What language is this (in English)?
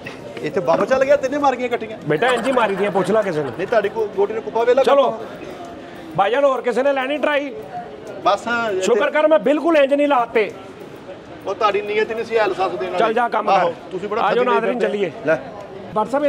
Punjabi